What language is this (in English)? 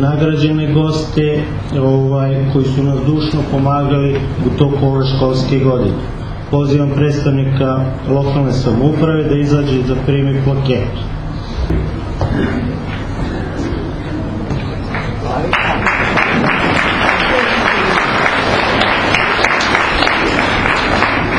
Serbian